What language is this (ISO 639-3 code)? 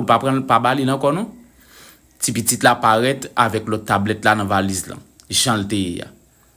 hat